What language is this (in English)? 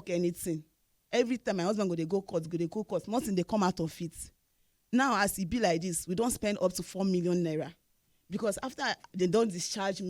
Nigerian Pidgin